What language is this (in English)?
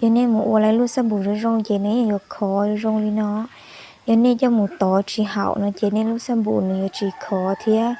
Hmong